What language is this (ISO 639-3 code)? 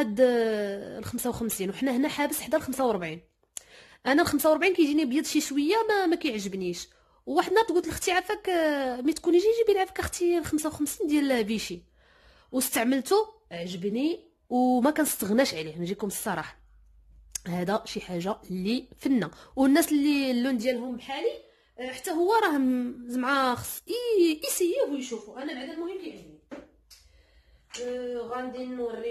ary